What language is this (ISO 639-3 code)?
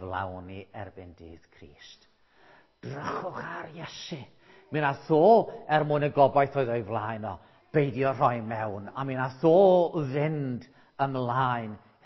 cym